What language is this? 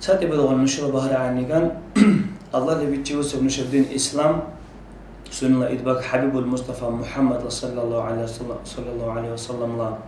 Dargwa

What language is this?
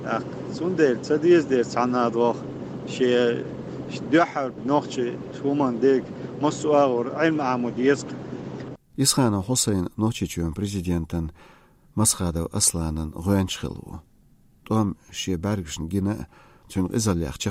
Chechen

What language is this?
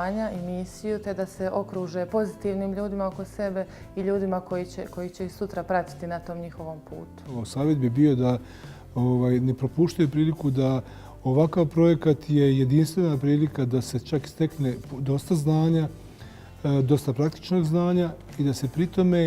Bosnian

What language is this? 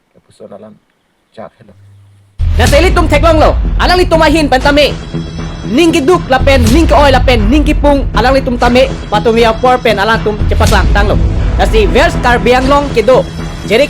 Karbi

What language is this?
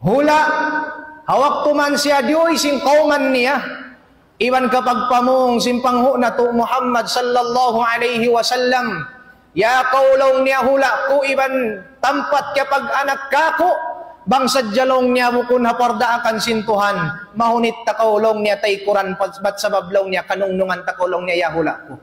Tausug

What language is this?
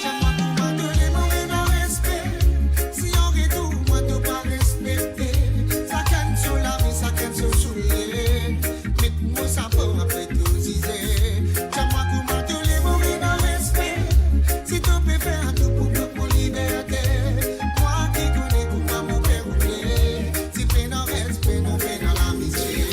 Morisyen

